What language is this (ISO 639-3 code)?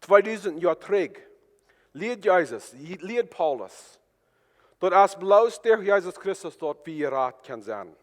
pdt